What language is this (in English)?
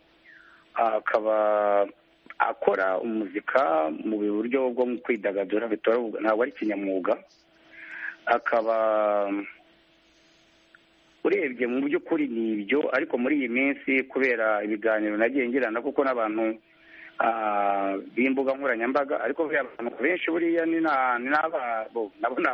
Kinyarwanda